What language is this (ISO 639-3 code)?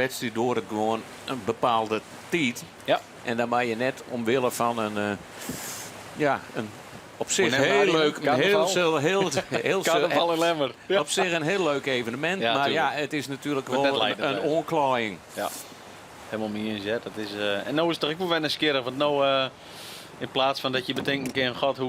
fry